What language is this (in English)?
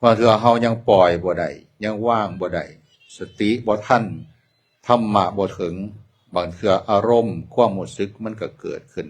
Northeastern Thai